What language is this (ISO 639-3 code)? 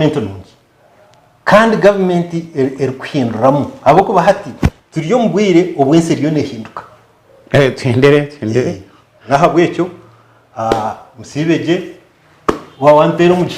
nyn